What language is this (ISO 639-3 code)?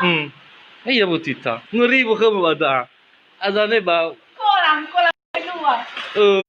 nia